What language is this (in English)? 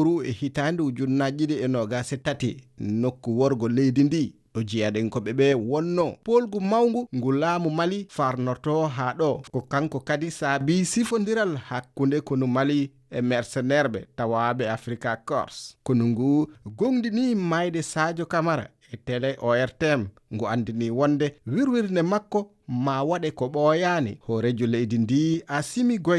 Fula